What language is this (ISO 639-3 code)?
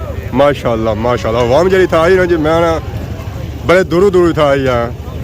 phr